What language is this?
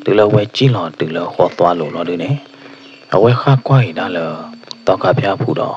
S'gaw Karen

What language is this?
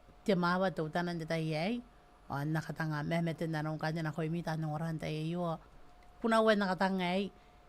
Gilbertese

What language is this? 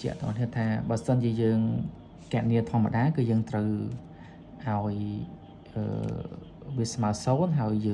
Khmer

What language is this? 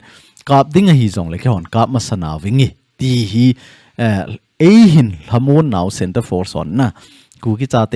Thado Chin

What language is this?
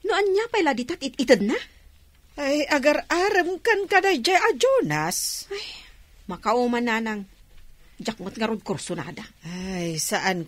Iloko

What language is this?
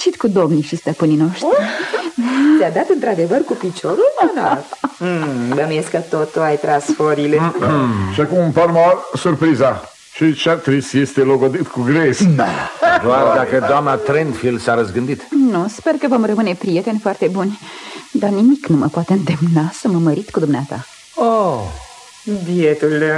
Romanian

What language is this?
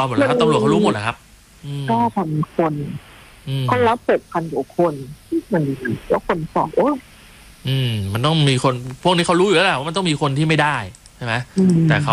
Thai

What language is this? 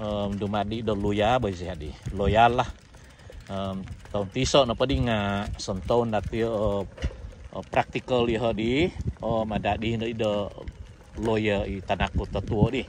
Central Dusun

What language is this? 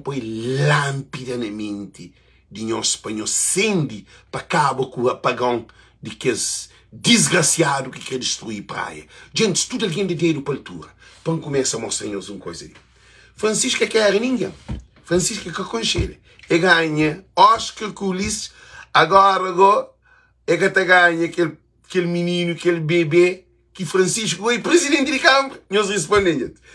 Kabuverdianu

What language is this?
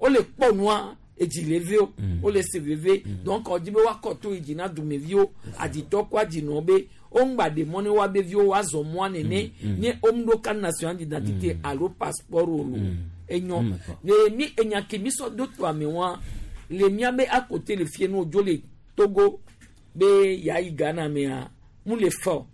Gen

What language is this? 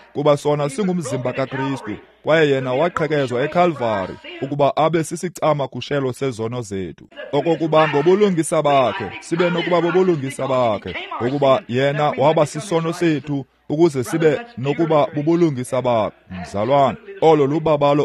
Xhosa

